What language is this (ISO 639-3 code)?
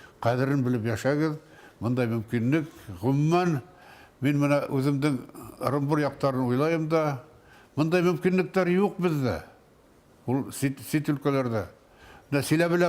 bak